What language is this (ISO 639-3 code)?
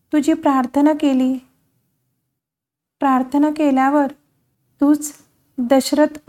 mar